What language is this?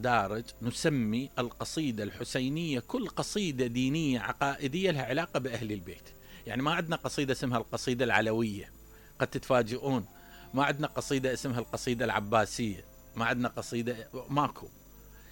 Mesopotamian Arabic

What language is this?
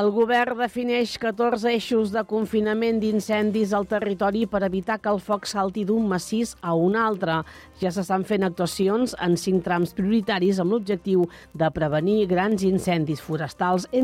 Catalan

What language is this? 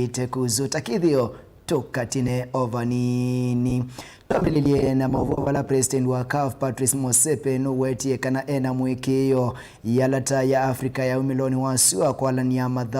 Kamba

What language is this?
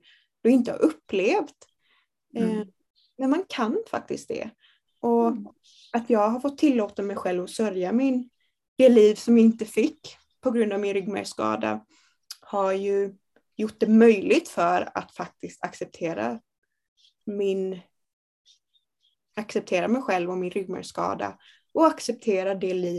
Swedish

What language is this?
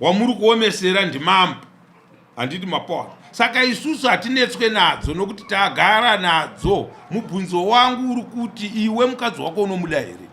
Shona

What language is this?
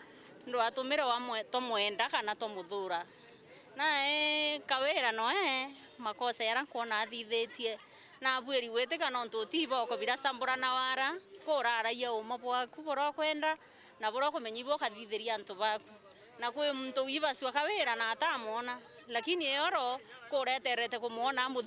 Meru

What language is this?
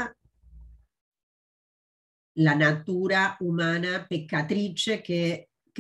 Italian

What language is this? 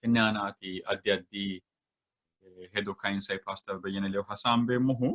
Sidamo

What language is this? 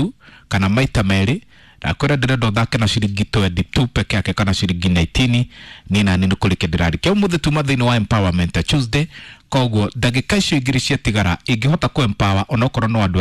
Kikuyu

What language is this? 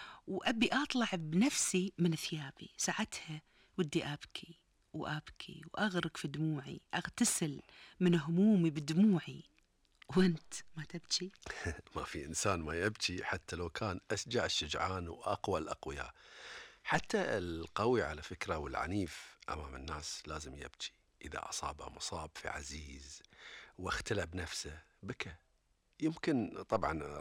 Gulf Arabic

